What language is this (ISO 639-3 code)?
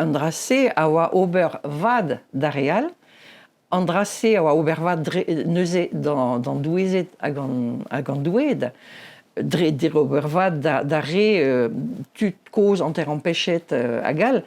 bre